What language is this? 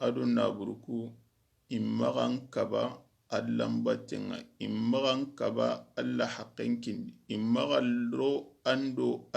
Soninke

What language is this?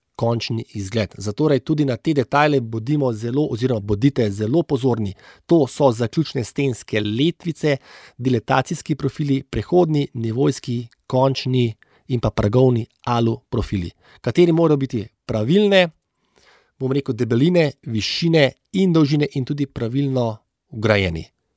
Slovenian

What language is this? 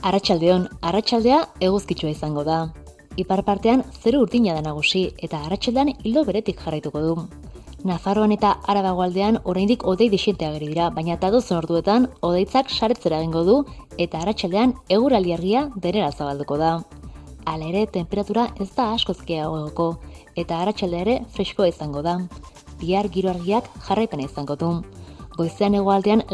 Basque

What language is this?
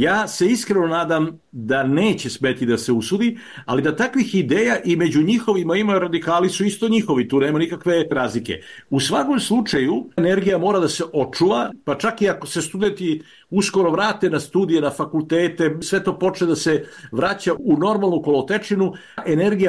Serbian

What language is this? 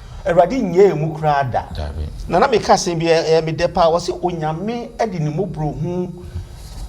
Akan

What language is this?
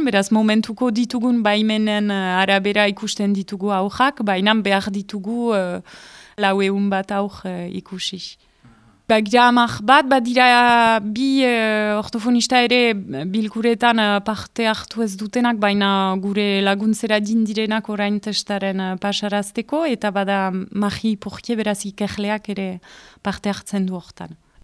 Basque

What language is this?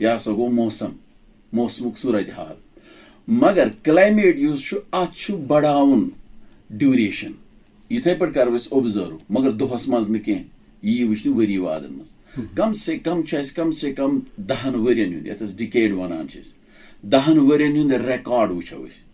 Kashmiri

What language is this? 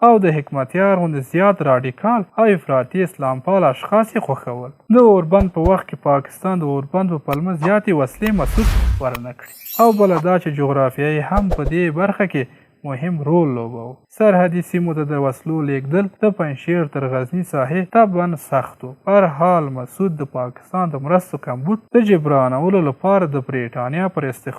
Pashto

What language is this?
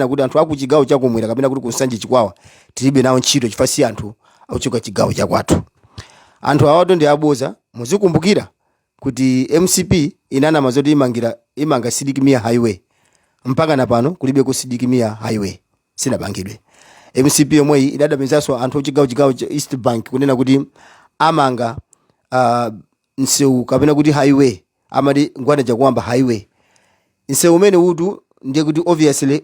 Nyanja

